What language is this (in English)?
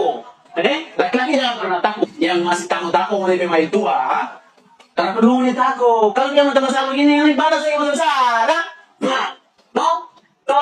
Manado Malay